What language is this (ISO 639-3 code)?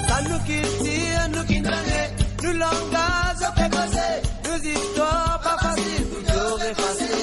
mfe